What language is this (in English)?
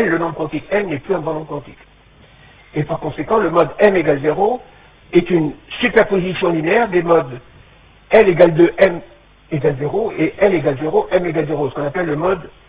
French